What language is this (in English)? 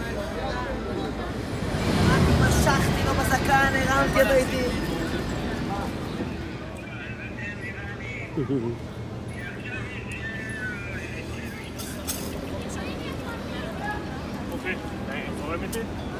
Hebrew